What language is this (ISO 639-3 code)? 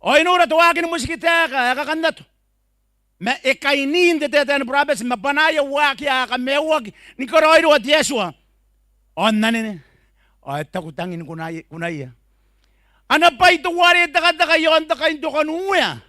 gil